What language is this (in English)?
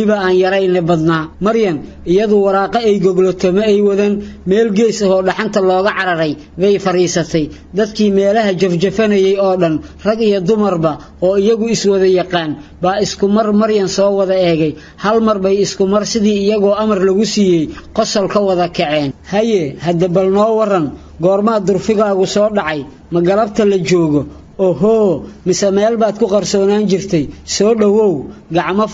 Somali